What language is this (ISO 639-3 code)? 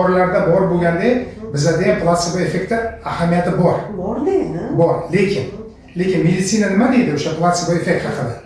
uzb